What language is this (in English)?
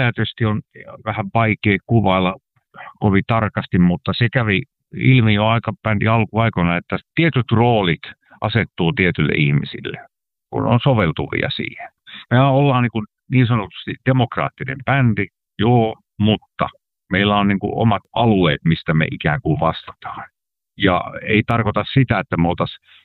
Finnish